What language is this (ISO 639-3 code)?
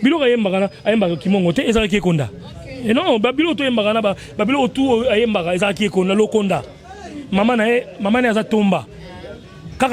lin